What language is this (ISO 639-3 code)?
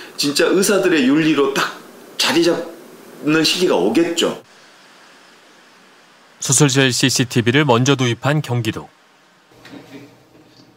kor